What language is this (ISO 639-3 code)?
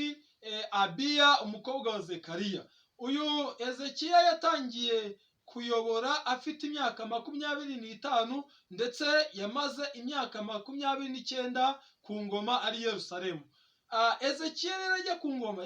kin